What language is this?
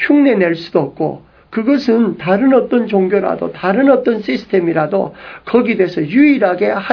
Korean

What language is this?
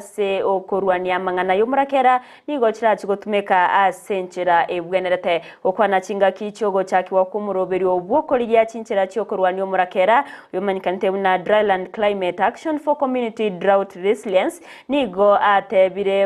Gusii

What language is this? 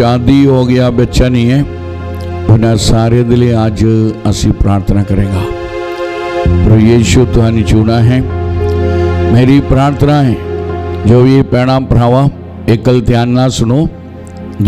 Punjabi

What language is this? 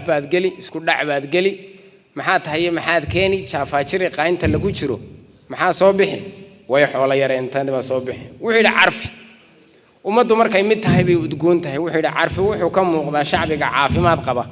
Somali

